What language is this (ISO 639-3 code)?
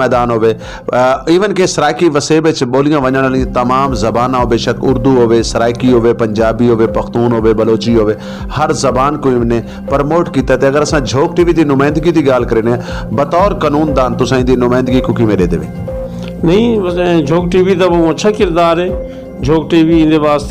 skr